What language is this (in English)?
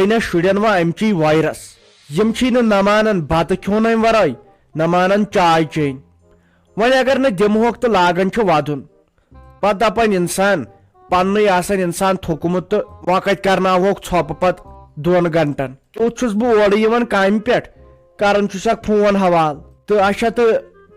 Kashmiri